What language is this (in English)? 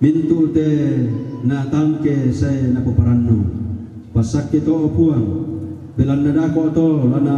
Toraja-Sa'dan